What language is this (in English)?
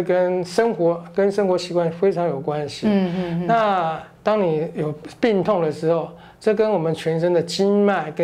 Chinese